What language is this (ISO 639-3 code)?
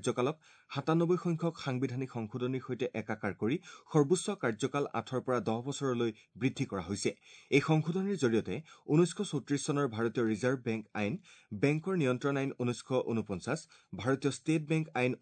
asm